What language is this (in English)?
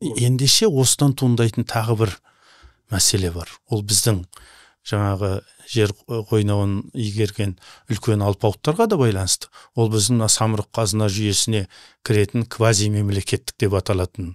Kazakh